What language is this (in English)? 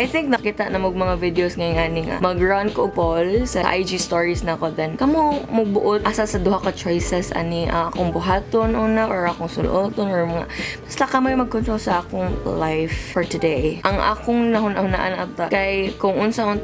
Cebuano